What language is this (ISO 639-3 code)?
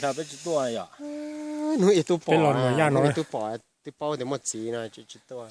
hmn